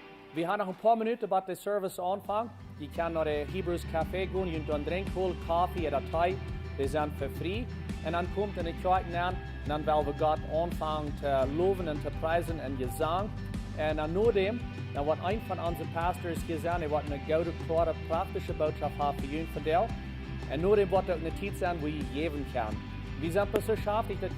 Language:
Plautdietsch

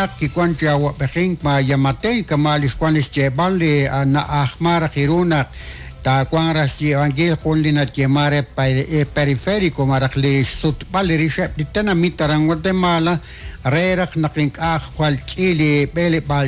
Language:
Kekchí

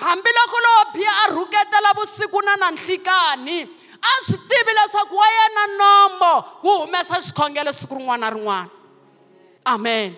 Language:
Tsonga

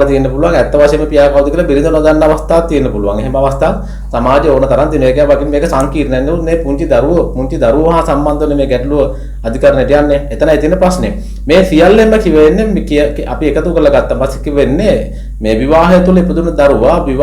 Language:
Sinhala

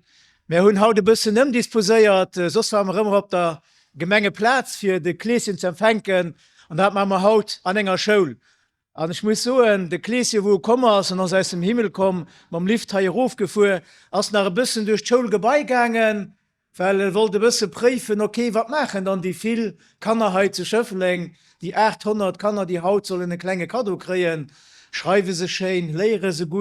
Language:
Luxembourgish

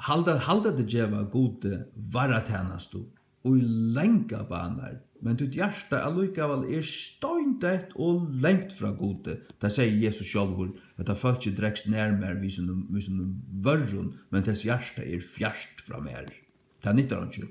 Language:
Faroese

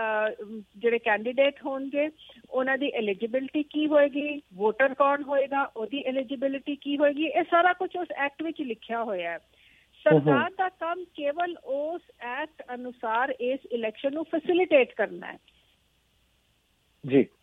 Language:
Punjabi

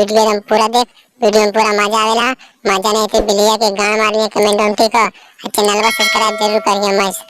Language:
Magahi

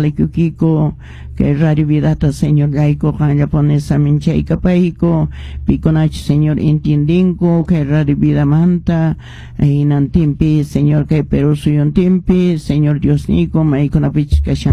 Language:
Quechua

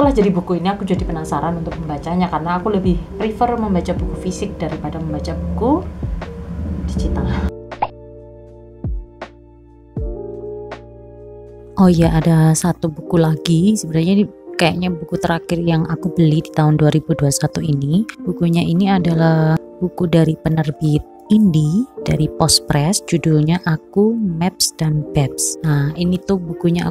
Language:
Indonesian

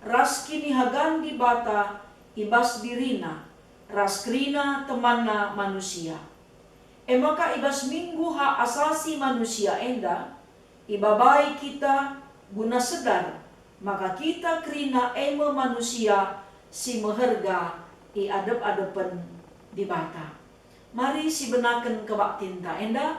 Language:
Batak Karo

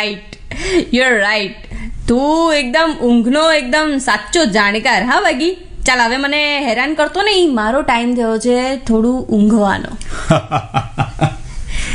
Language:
Gujarati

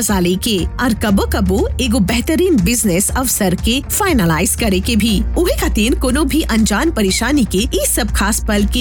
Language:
Bhojpuri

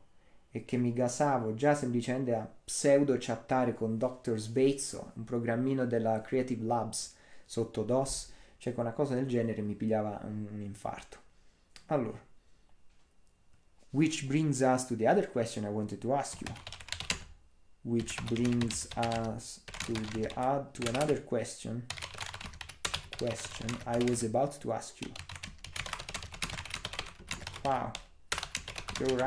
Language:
Italian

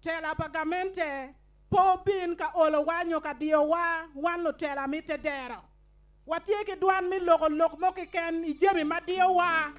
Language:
Acoli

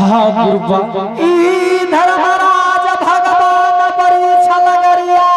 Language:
Angika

